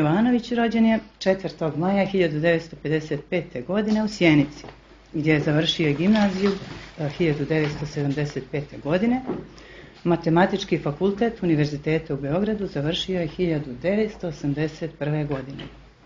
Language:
Serbian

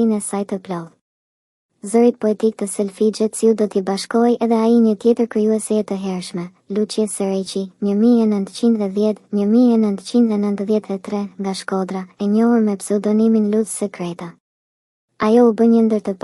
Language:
Albanian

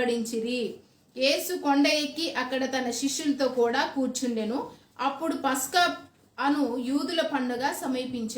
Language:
Koya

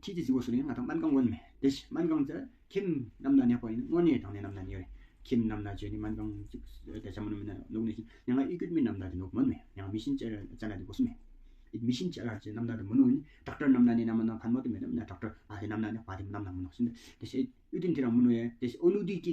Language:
Tawang Monpa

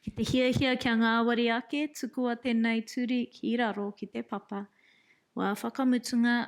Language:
Māori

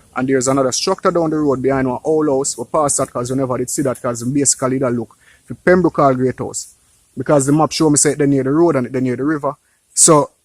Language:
Jamaican Creole English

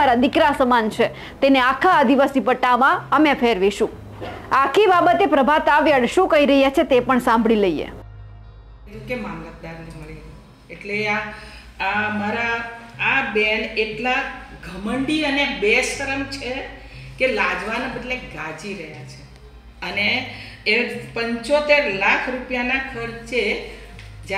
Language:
Gujarati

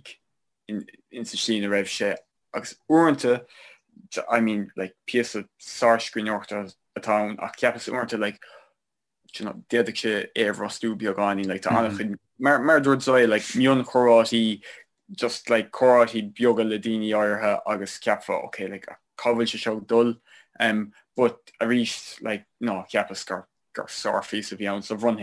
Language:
Irish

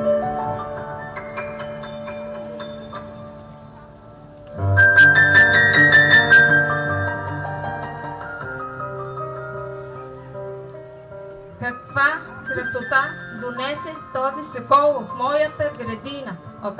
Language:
Bulgarian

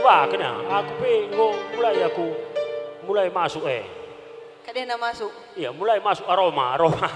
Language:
Batak Karo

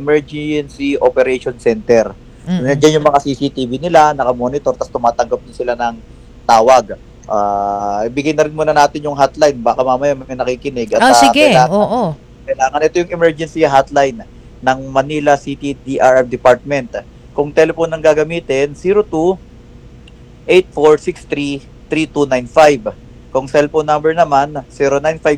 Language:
Filipino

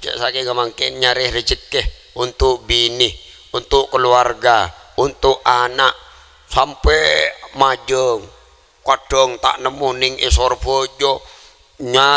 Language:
Madurese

